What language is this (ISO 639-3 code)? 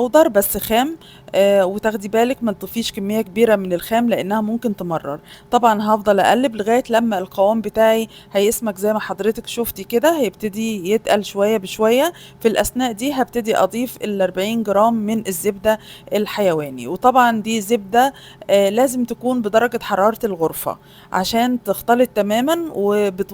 arz